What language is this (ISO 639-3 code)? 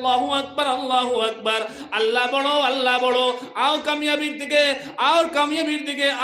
syl